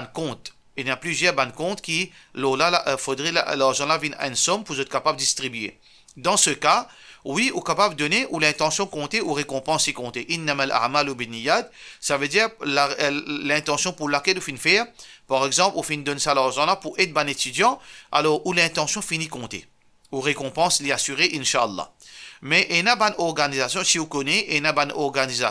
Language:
Morisyen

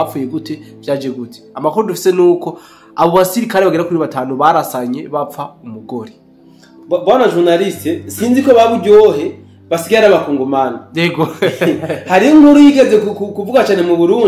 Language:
Rundi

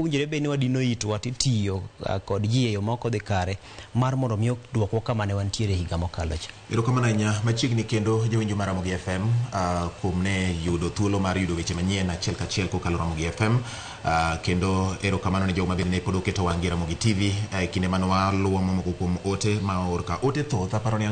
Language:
Luo (Kenya and Tanzania)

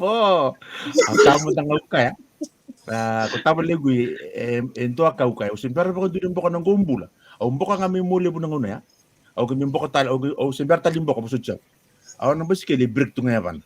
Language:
Fijian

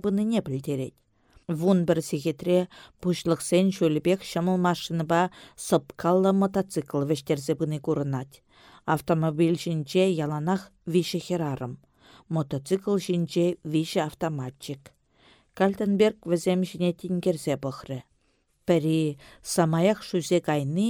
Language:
Chuvash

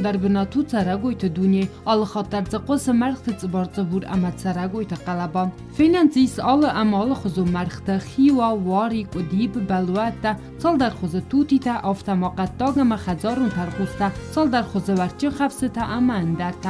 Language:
Ossetic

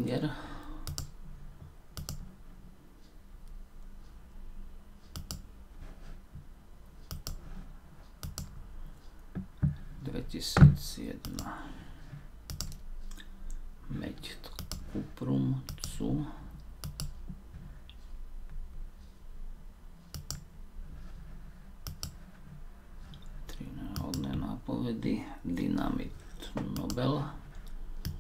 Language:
Slovak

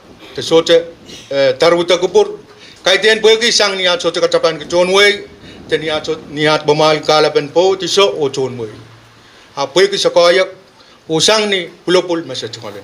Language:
Pohnpeian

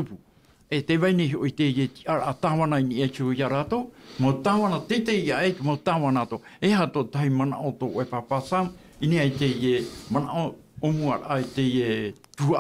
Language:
Tahitian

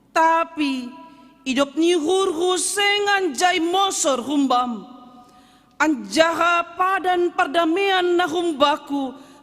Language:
Batak Simalungun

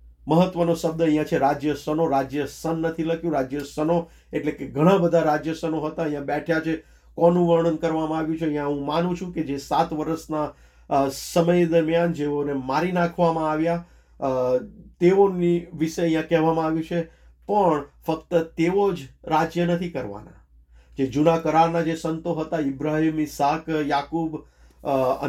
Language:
Gujarati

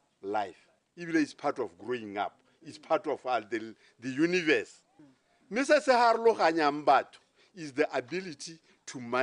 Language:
Tswana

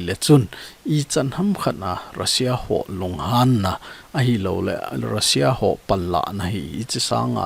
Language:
Thado Chin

